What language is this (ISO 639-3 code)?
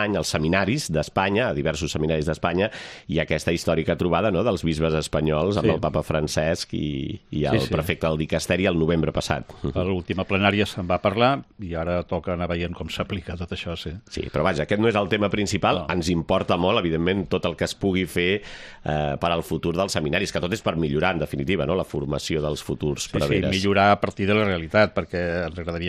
cat